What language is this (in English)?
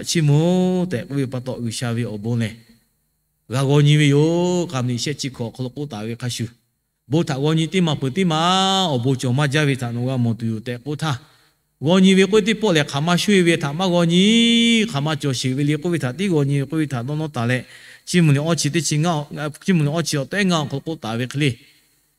Lahu